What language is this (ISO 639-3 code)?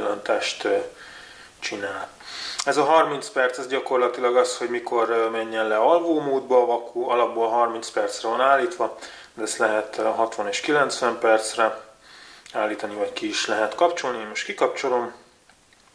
hun